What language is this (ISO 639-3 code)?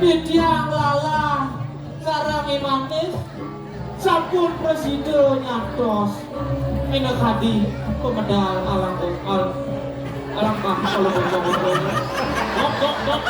ban